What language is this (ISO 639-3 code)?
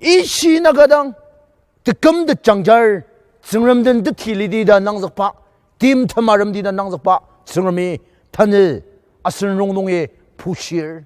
njo